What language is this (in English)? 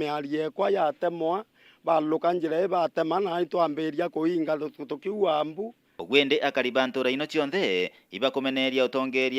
Meru